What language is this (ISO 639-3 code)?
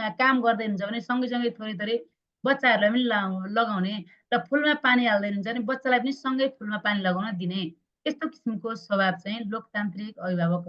nep